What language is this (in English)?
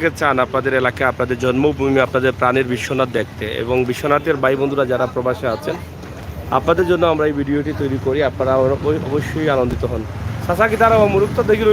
Sylheti